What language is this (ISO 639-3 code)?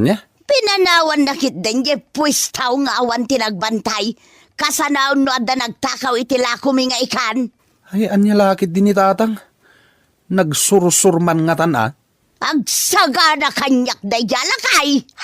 ilo